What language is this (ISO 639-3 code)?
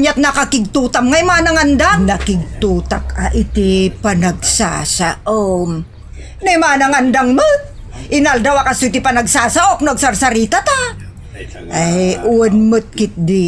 ilo